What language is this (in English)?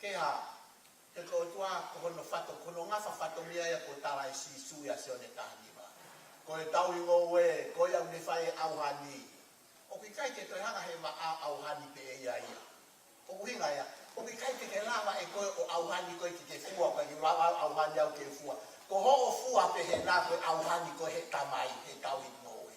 Tongan